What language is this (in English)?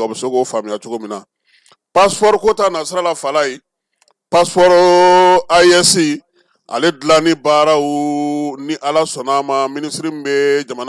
Bambara